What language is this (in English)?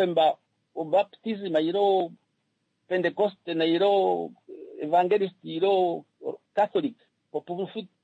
Kuanyama